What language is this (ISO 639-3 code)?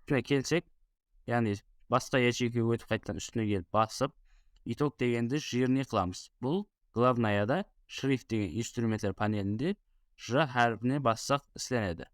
kaa